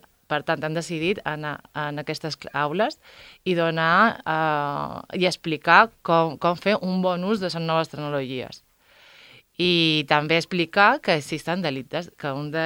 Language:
Catalan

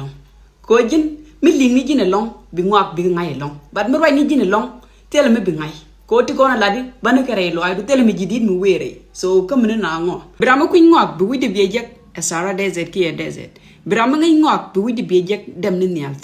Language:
Nuer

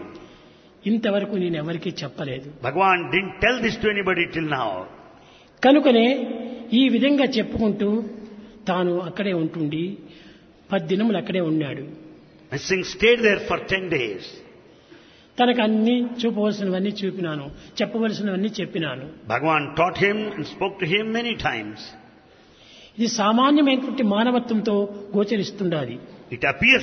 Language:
Telugu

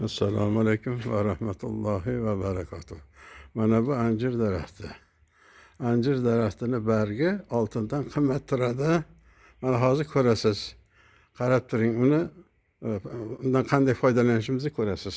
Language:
Uzbek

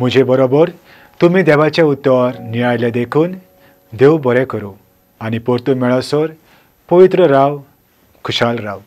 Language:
Konkani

